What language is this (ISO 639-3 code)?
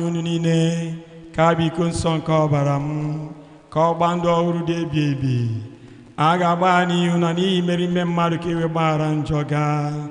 ibo